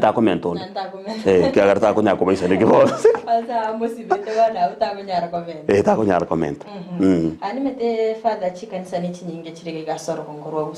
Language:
Gusii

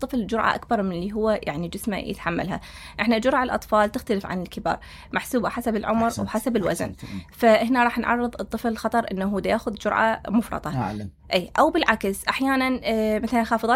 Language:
Mesopotamian Arabic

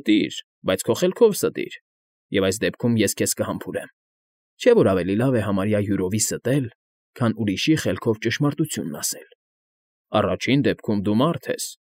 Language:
Armenian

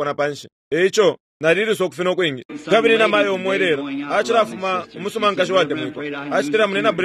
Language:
Bemba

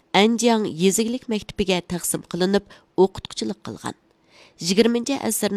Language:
Uyghur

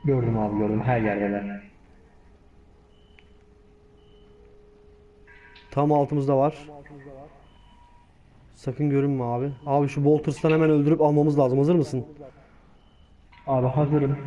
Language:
Turkish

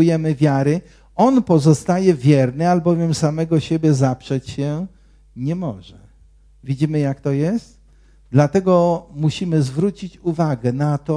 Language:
Polish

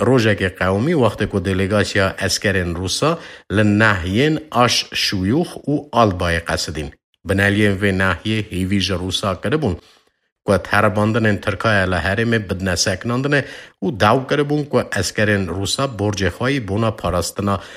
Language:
Kurdish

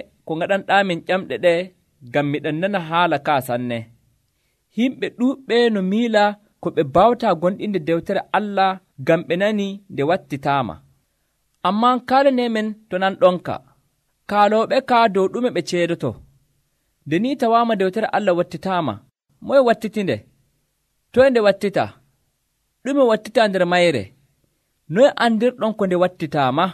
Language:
Nigerian Fulfulde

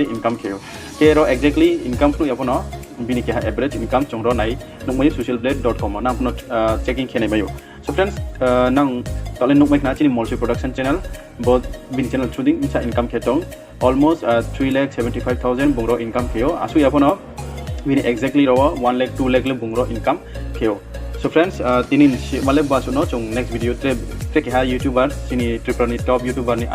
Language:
Riang (India)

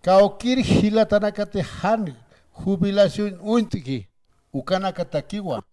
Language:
Aymara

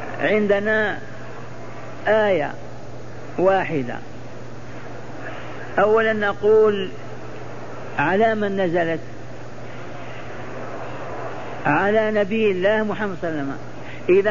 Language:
Arabic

